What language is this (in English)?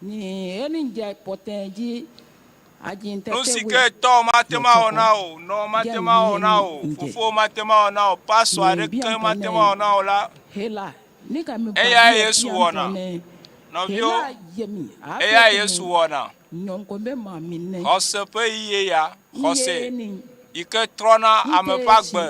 Ewe